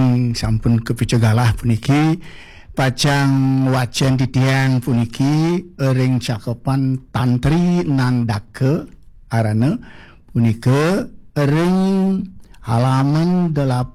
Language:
Balinese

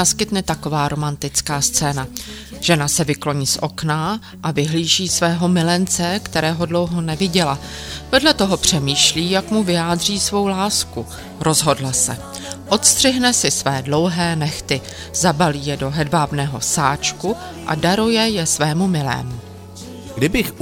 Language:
Czech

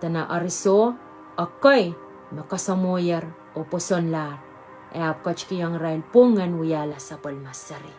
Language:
Pohnpeian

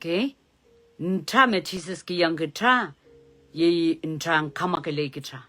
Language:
Pohnpeian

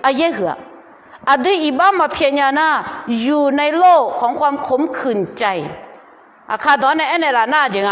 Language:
Akha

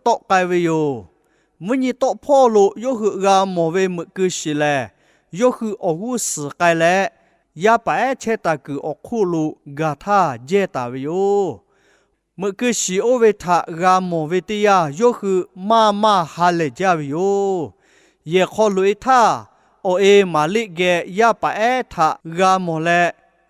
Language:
Lahu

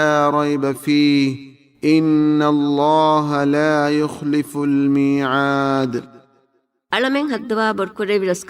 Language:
Divehi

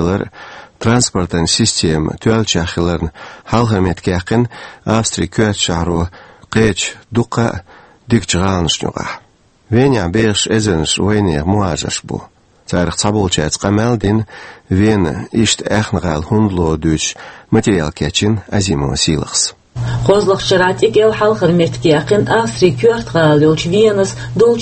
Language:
Chechen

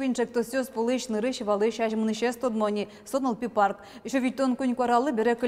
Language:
Udmurt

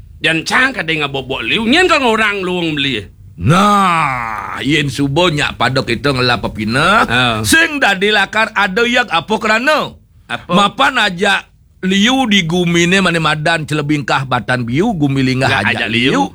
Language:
Balinese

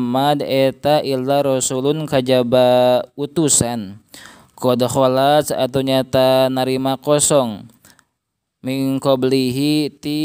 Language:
Sundanese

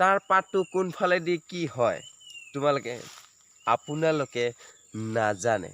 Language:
Assamese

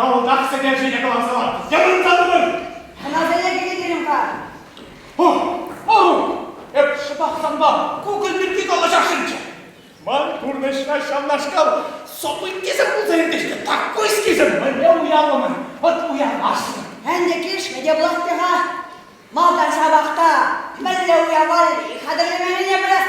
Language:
Chuvash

